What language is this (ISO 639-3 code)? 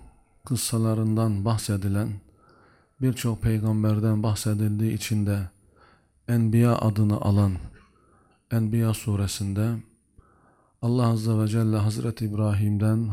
tur